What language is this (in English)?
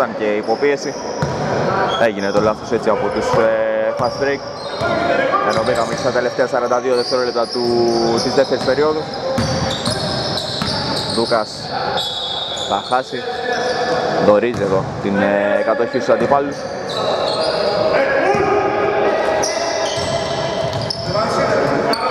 Greek